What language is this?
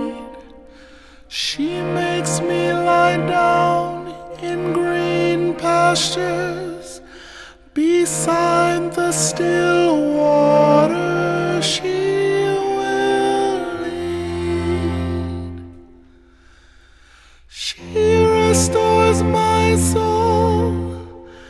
English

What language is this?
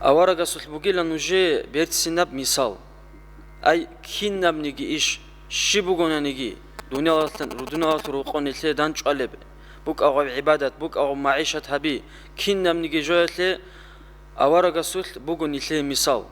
Avaric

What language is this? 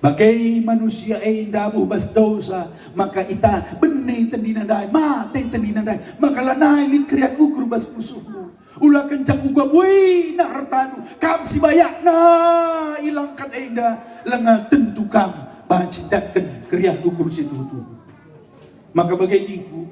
Batak Karo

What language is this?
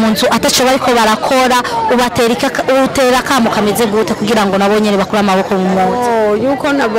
Rundi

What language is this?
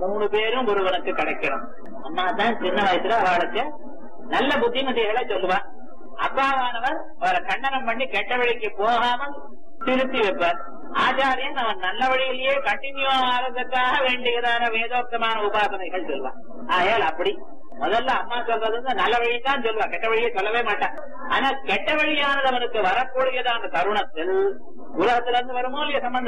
Tamil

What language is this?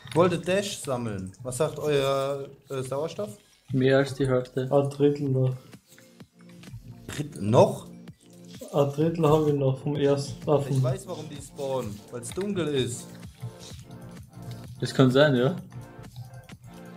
German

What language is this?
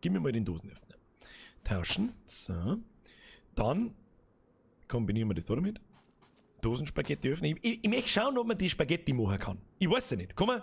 Bavarian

